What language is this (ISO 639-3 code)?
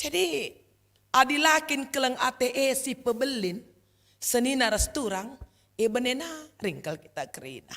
btx